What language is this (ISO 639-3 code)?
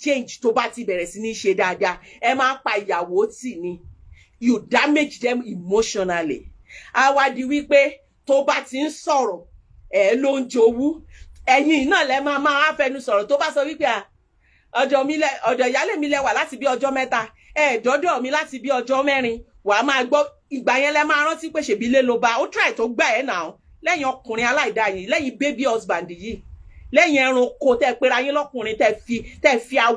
yor